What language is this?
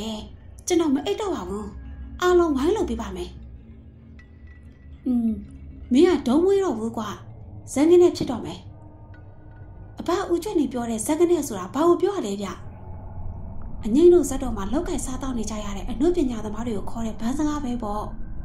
Burmese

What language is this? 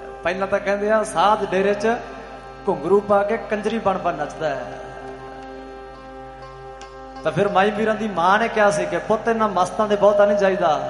Punjabi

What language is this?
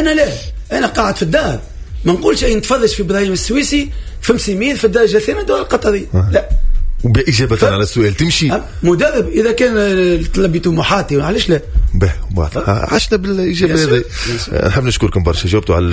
Tunisian Arabic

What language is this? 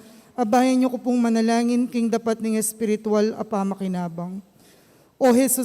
Pampanga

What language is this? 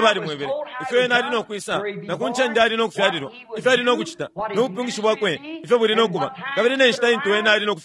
Bemba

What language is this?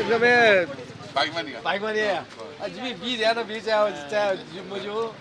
Newari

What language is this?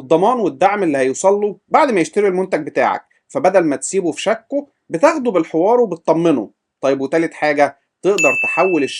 Egyptian Arabic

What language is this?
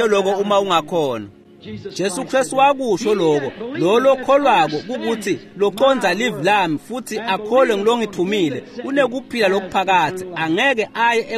Swati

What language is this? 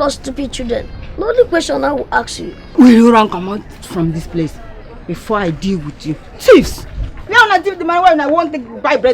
Nigerian Pidgin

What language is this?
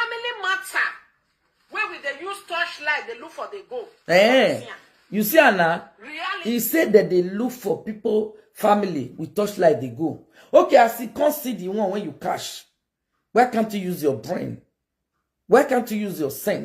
Nigerian Pidgin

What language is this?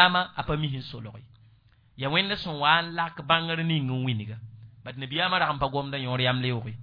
Mossi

